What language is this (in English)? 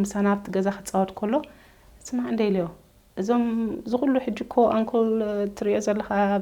Tigrinya